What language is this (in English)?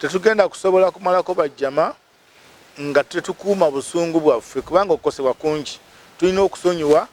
Ganda